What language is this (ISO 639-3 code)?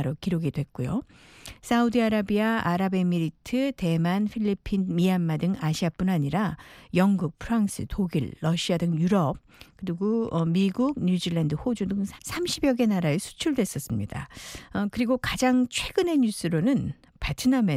kor